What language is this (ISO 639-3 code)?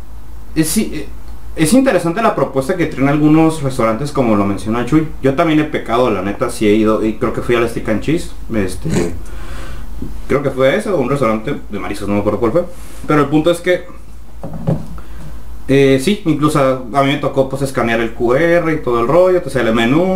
spa